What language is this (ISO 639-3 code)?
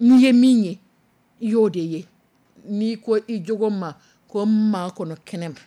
dyu